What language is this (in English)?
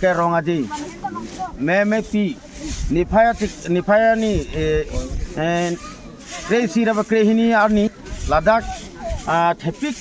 Karbi